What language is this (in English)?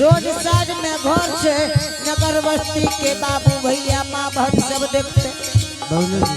Angika